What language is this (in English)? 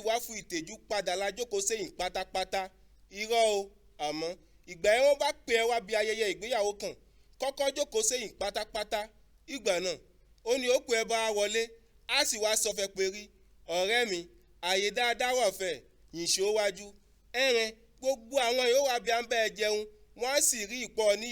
Yoruba